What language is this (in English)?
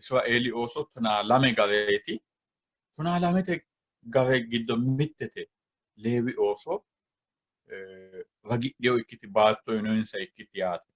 Sidamo